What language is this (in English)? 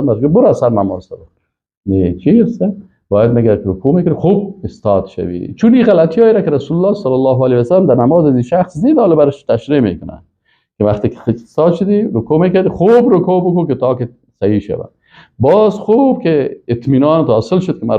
Persian